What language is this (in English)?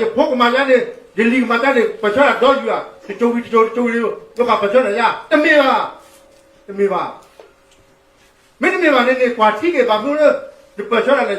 S'gaw Karen